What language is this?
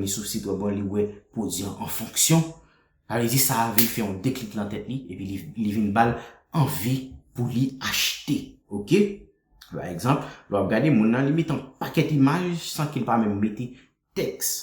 Haitian Creole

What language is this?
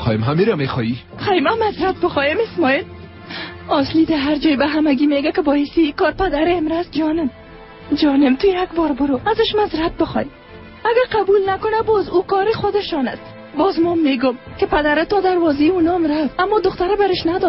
Persian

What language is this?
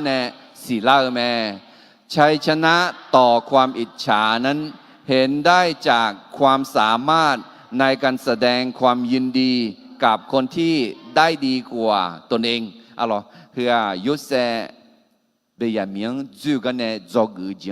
Akha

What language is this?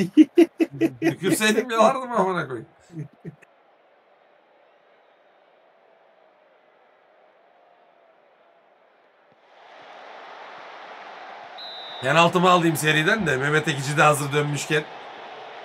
Turkish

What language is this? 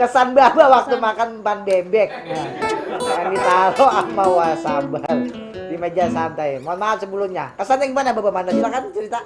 Betawi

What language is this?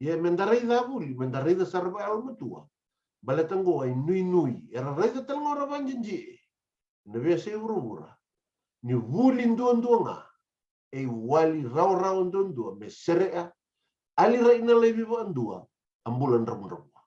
Fijian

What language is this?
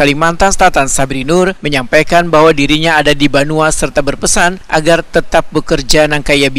Banjar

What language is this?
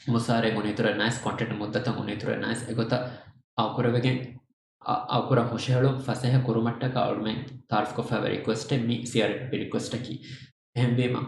Divehi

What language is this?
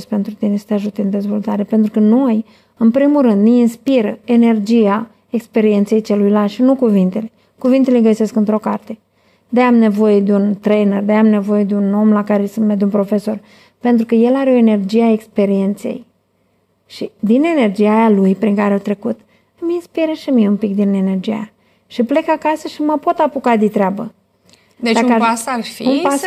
Romanian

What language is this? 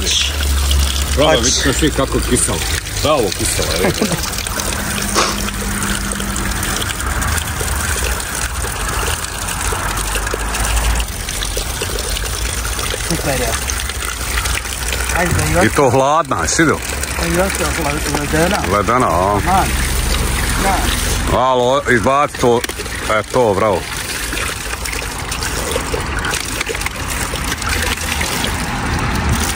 Bosnian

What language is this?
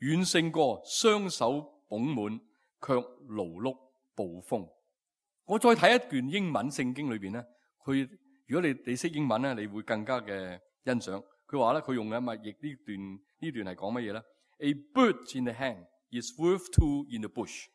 Cantonese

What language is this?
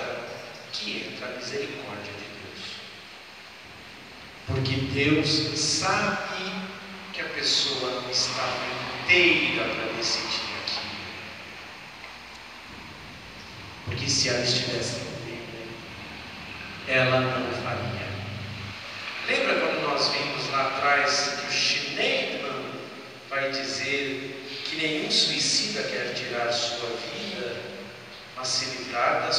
Portuguese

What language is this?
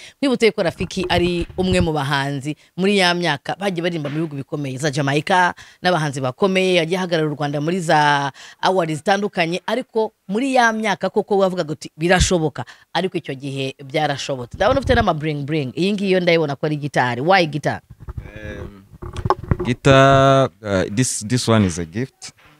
Kinyarwanda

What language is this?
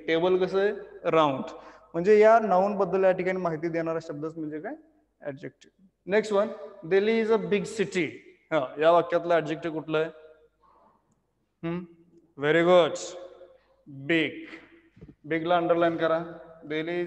Marathi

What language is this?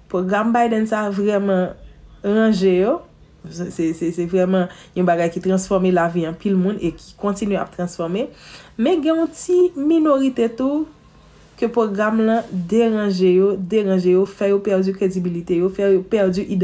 Haitian Creole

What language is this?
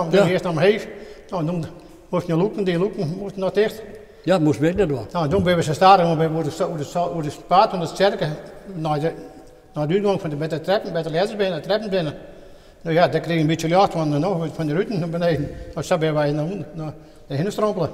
Western Frisian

